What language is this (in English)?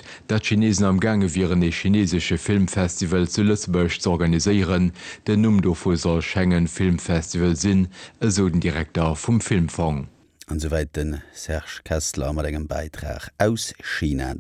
Luxembourgish